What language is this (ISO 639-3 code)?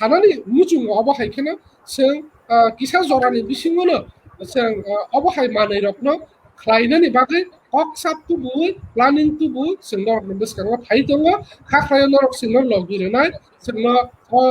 trp